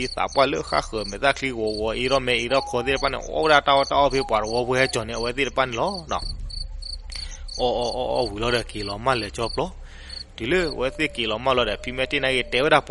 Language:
S'gaw Karen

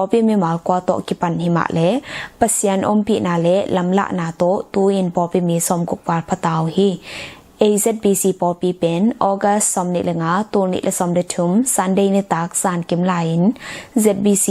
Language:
Tedim Chin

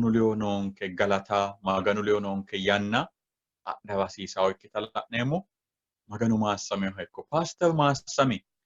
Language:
Sidamo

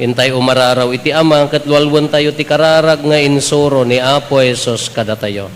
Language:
Iloko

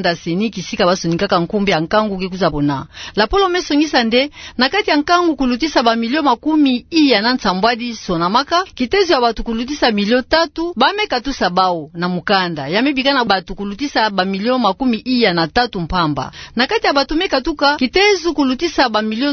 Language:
Kituba (Democratic Republic of Congo)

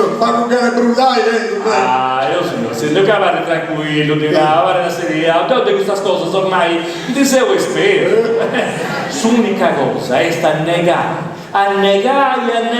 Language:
Sardinian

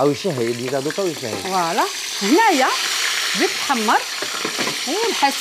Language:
Algerian Arabic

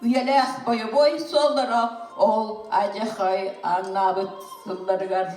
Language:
Yakut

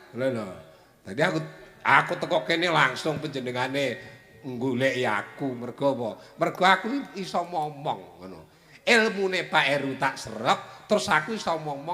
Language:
Javanese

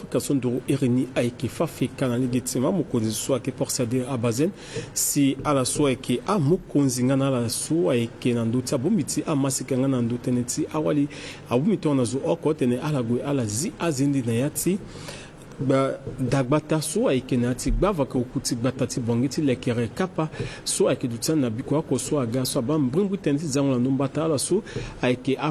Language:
Sango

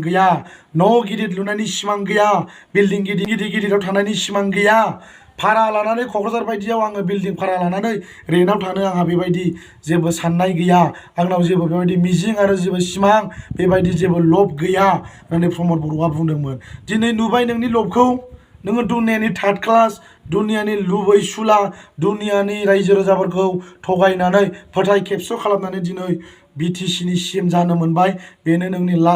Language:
Bodo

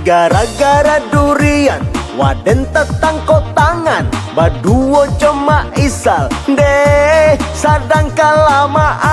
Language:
Minangkabau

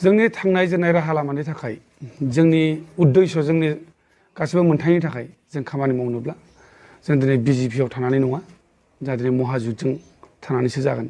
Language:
Bodo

